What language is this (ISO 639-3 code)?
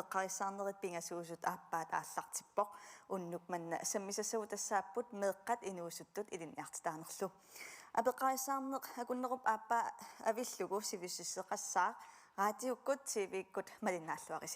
kal